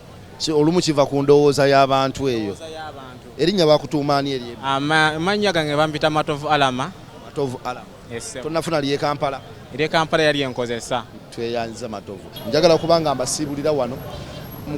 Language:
Ganda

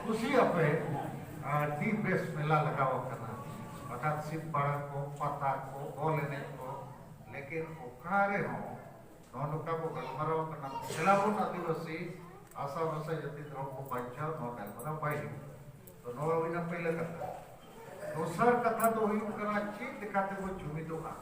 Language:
Santali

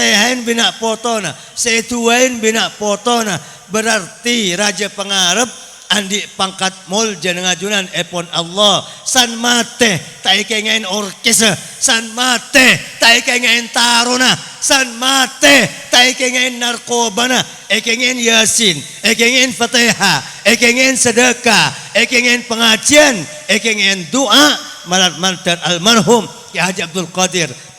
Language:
Madurese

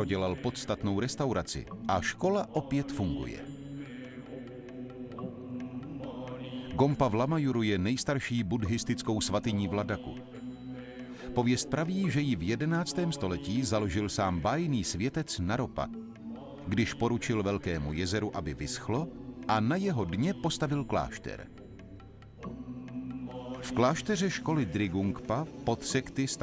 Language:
Czech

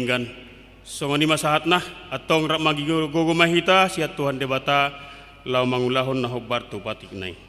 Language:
Batak Toba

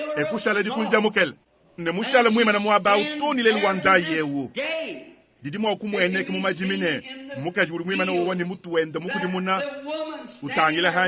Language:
Luba-Lulua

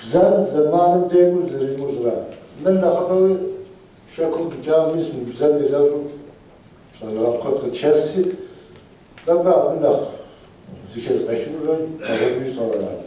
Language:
Kabardian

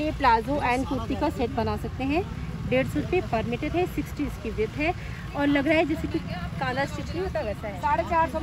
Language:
Hindi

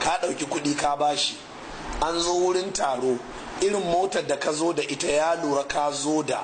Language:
Hausa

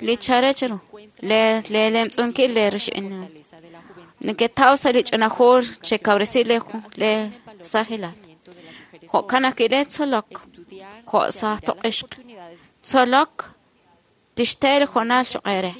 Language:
Kekchí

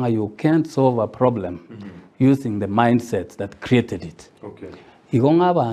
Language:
Gusii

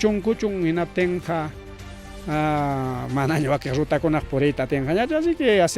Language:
Ayacucho Quechua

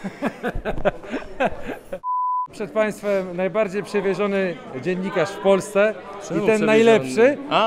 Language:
Polish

